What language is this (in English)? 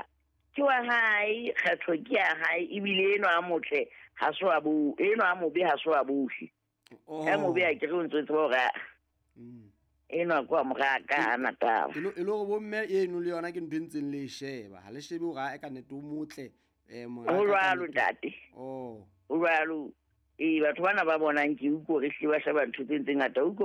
Southern Sotho